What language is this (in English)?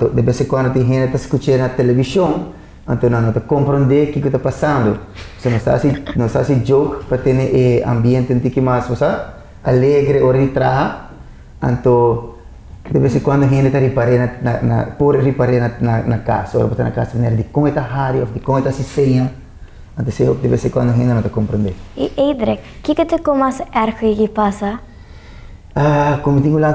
Papiamento